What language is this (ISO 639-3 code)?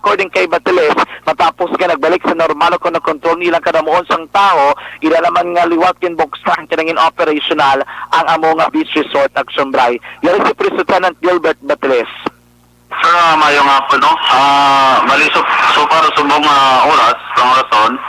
hil